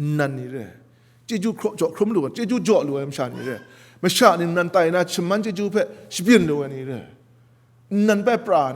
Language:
Kachin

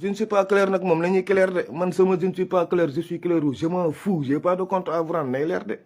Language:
Wolof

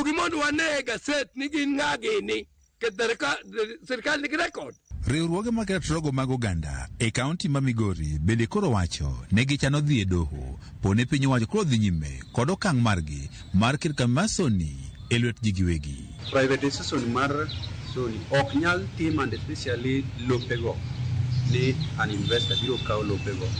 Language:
Luo (Kenya and Tanzania)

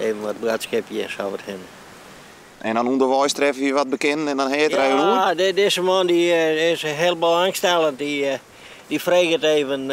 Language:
Western Frisian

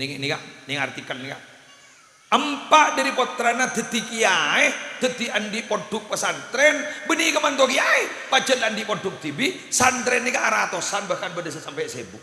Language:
Madurese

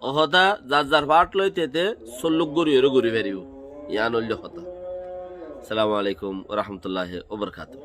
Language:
Rohingya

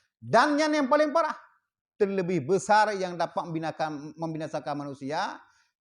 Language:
Achinese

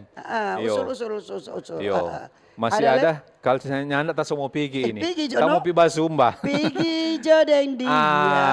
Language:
Manado Malay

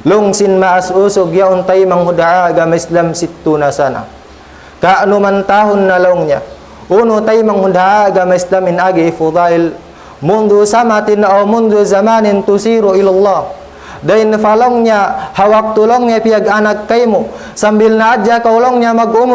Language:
Tausug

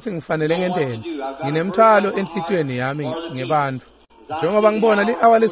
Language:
Swati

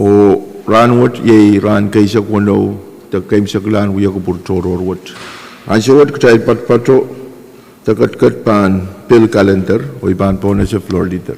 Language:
Pohnpeian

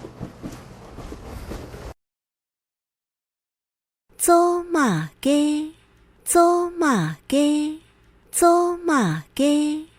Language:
Hakka Chinese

